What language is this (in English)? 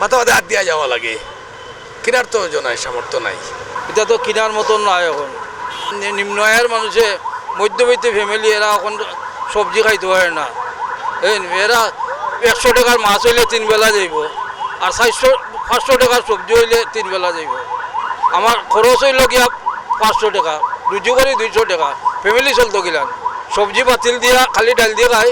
Sylheti